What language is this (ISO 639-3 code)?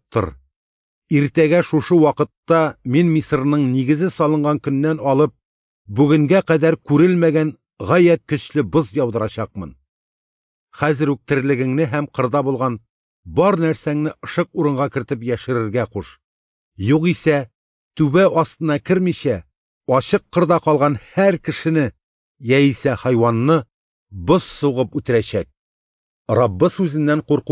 tat